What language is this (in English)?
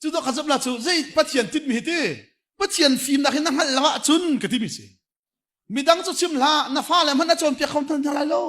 Hakha Chin